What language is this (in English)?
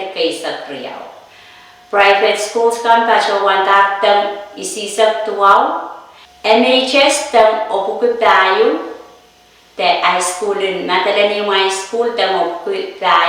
Pohnpeian